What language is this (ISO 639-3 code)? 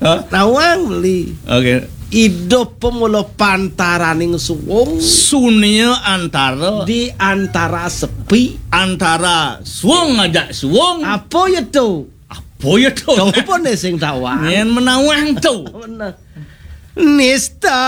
ban